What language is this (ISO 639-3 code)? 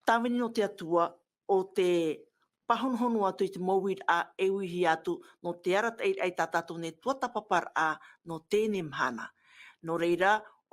tah